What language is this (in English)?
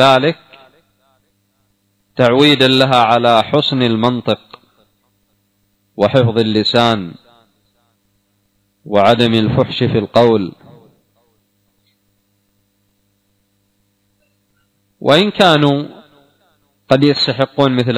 Arabic